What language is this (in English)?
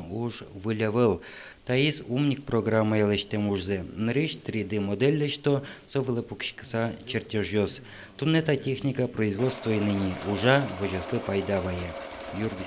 Udmurt